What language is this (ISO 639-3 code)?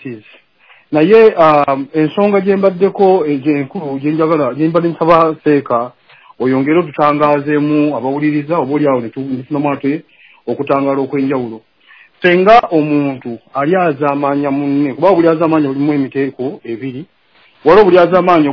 lug